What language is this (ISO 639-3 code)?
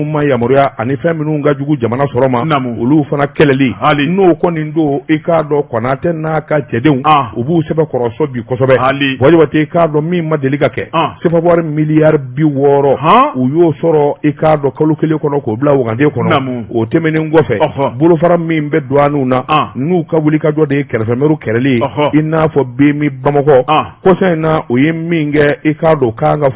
bam